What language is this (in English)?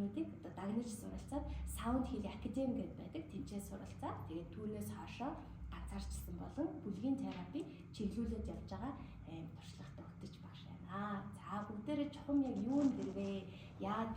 Mongolian